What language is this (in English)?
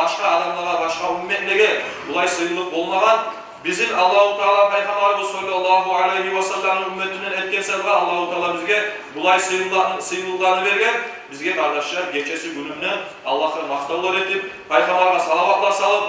Kumyk